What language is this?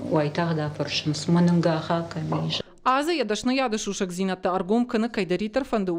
Ossetic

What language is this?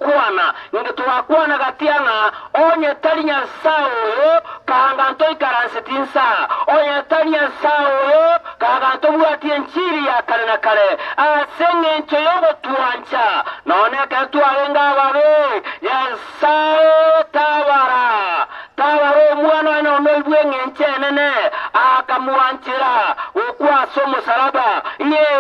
Gusii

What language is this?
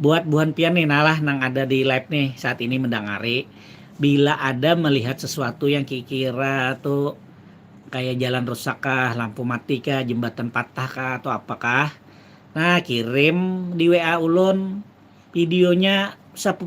Banjar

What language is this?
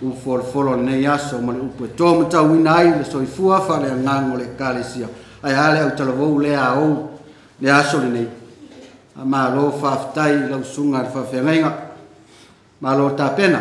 Samoan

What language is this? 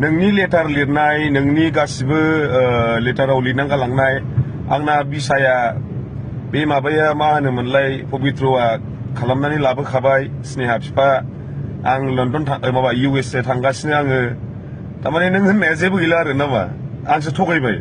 Bodo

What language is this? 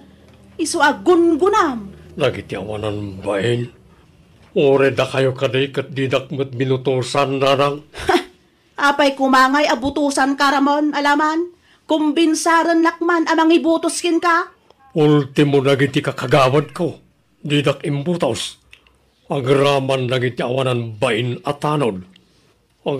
Iloko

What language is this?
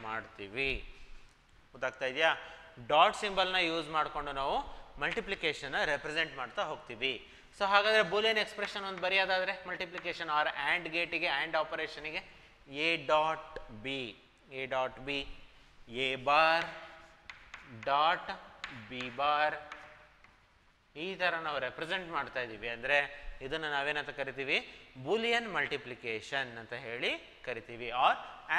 Kannada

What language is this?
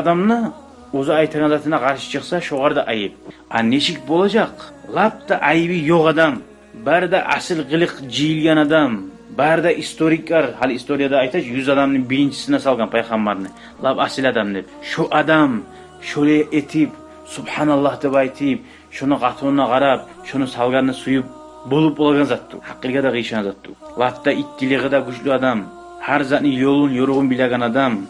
Kumyk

